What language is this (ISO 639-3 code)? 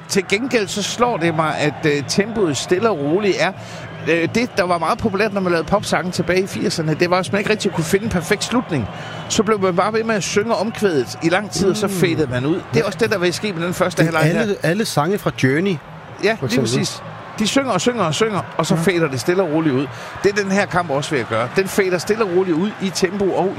dan